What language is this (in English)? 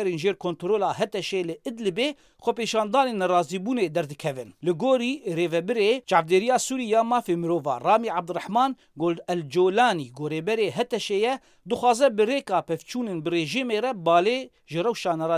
Kurdish